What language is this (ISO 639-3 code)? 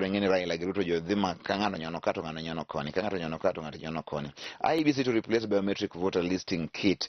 luo